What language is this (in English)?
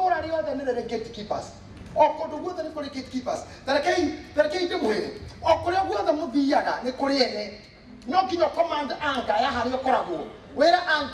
Kikuyu